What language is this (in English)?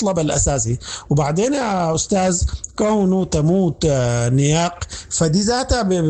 Sudanese Arabic